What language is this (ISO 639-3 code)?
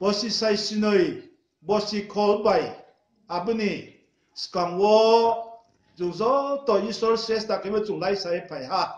ria